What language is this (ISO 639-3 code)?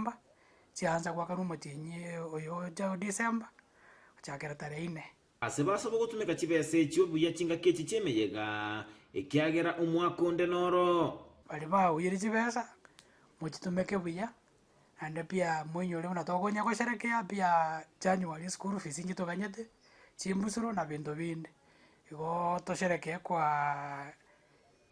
guz